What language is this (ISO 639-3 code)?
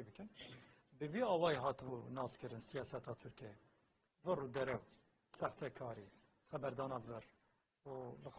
kur